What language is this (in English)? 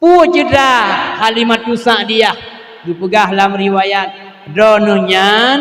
Achinese